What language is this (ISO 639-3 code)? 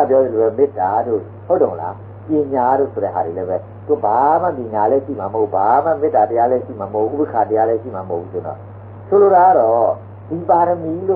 mya